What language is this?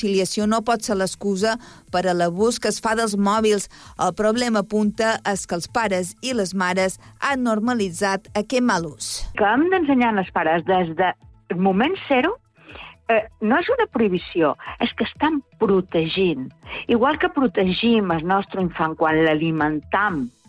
Catalan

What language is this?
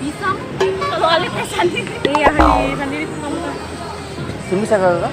Ambonese Malay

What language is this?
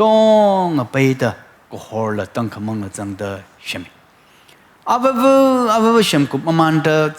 Tangkhul Naga (India)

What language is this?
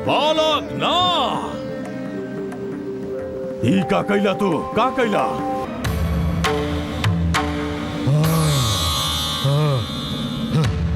Bhojpuri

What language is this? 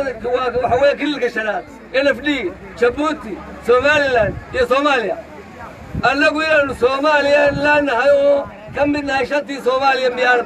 Somali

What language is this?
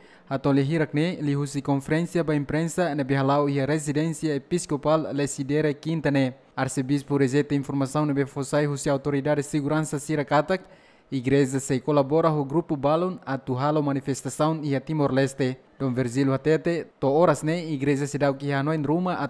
Tetum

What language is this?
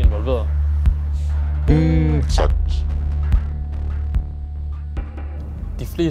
Danish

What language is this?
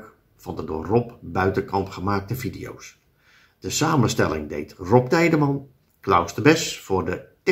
Dutch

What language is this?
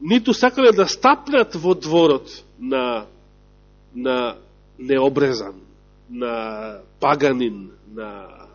Macedonian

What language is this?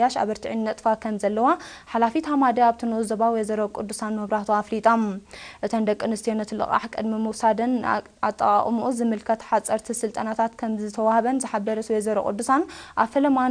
Tigrinya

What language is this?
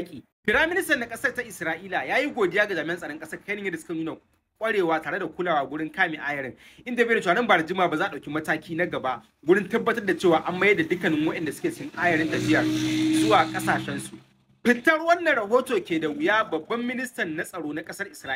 Hausa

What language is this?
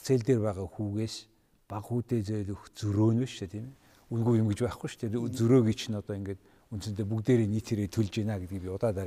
Mongolian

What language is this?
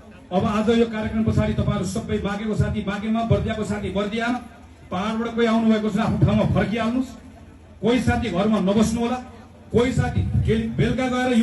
Nepali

